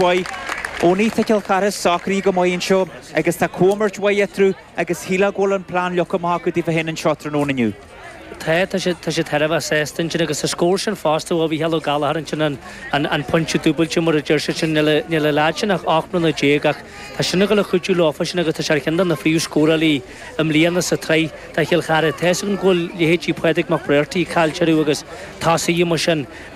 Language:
Irish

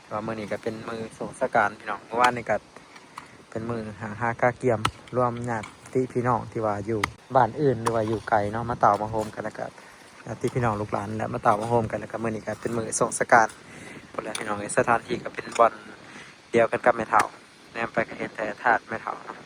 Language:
Lao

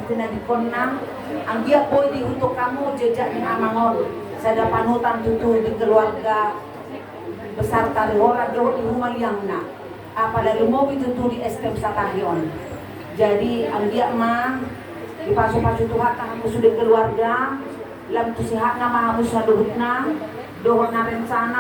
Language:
Batak Toba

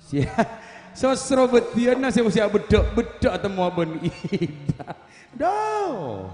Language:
Madurese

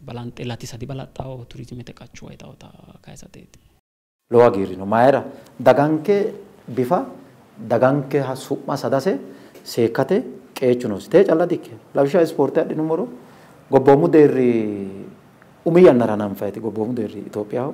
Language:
Sidamo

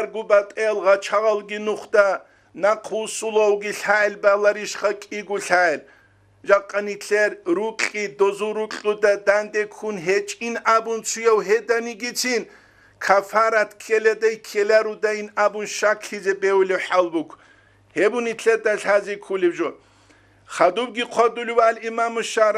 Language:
Avaric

